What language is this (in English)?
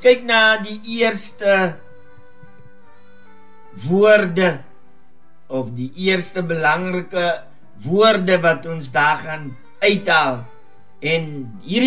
Afrikaans